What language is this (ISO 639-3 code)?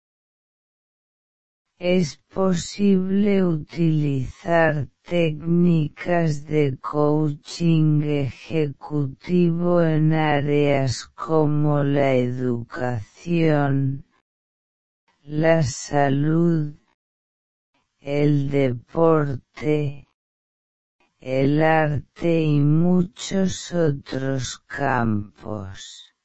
spa